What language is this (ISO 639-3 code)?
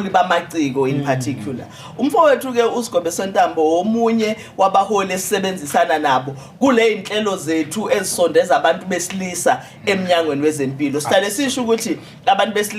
zul